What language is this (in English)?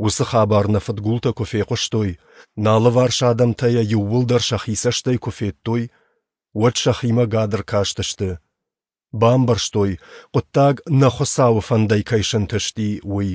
Ossetic